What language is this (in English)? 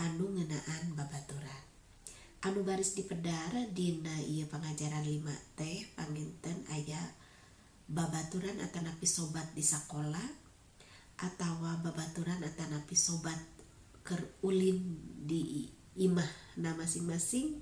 Sundanese